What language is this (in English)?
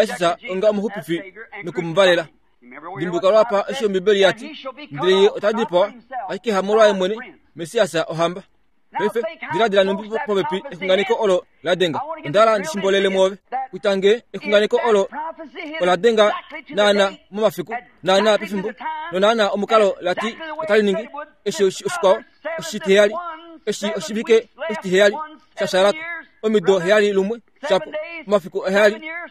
Kuanyama